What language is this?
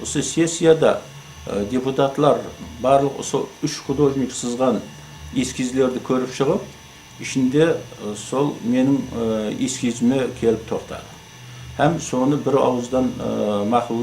Kara-Kalpak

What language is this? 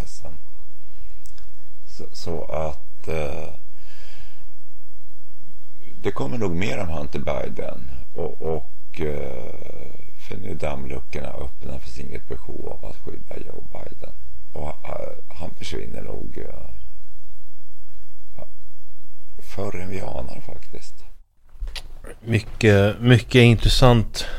Swedish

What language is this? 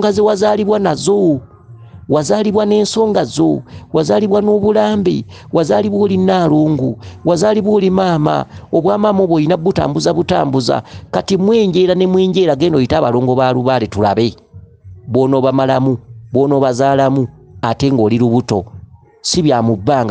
Ganda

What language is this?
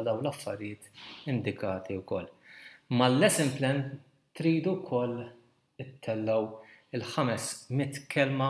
Maltese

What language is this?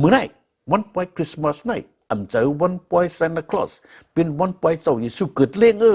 Shan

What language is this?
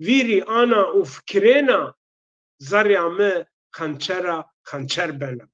Zaza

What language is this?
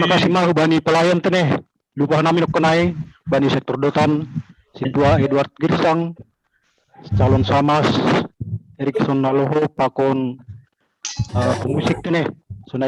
Batak Simalungun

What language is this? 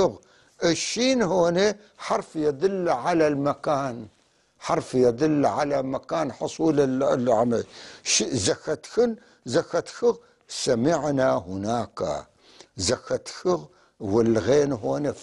North Levantine Arabic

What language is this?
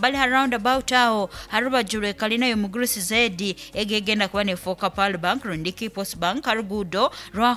Nyoro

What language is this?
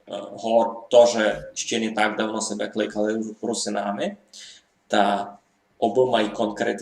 Rusyn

